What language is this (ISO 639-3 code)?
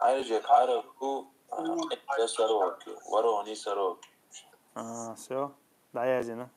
che